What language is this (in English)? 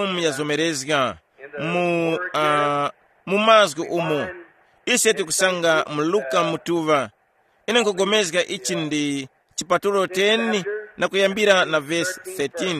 Tumbuka